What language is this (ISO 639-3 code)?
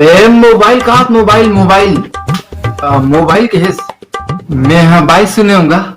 hne